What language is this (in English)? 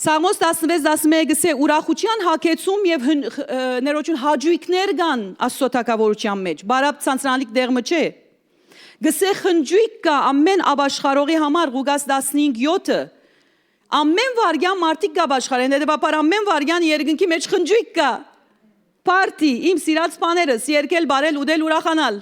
Western Armenian